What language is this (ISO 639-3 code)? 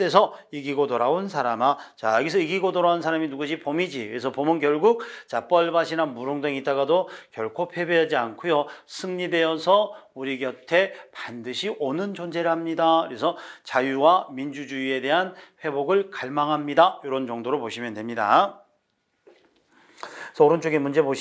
kor